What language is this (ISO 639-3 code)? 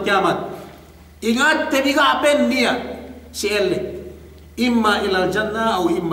yka